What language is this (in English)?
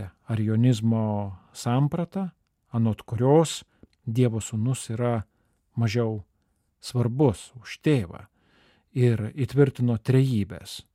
Lithuanian